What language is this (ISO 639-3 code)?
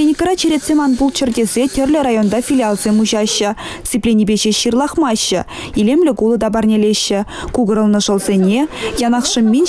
chv